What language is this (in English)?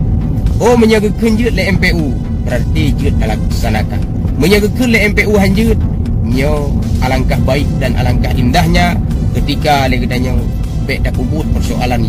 Achinese